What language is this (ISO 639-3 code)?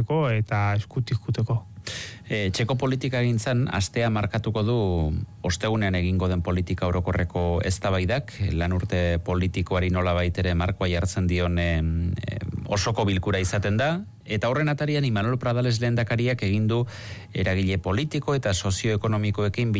eus